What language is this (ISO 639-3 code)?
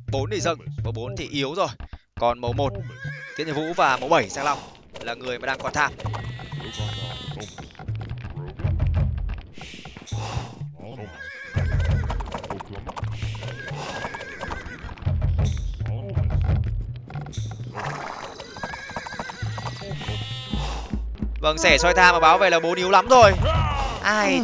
vie